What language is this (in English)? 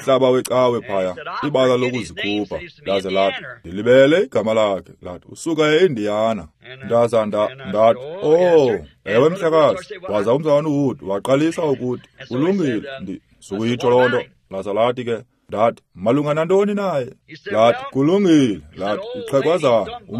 Xhosa